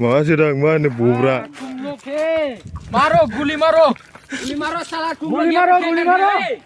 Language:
Bodo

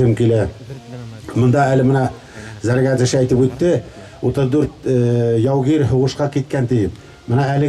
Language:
Bashkir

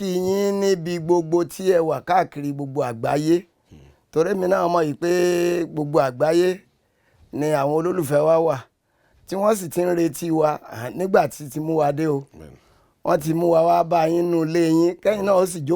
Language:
Yoruba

